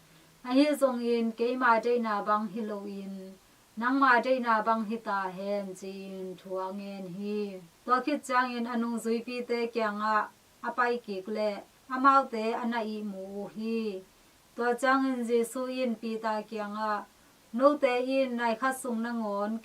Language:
Tedim Chin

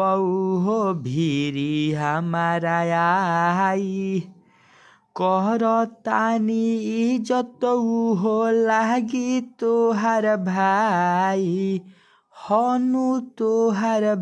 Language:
Bhojpuri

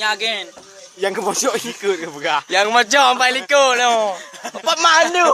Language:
Achinese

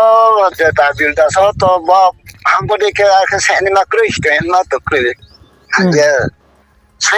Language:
Riang (India)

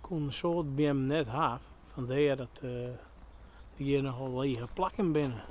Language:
Western Frisian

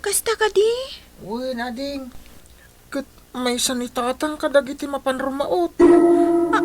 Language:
Iloko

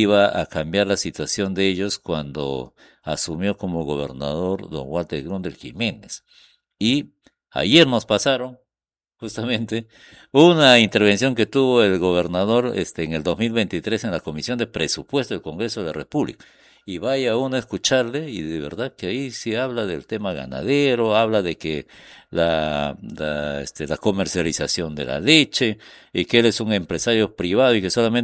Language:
Spanish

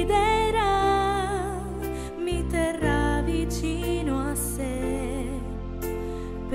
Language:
Italian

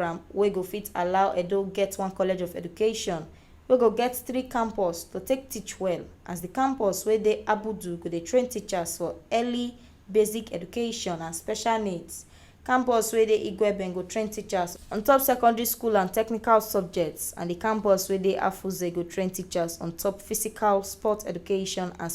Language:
Nigerian Pidgin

